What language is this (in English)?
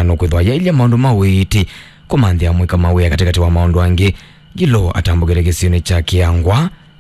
Kamba